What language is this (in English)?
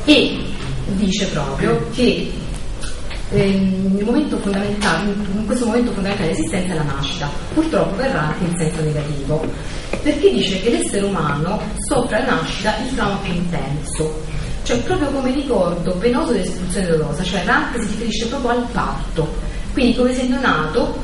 Italian